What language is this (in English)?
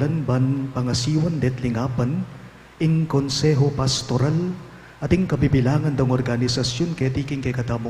Pampanga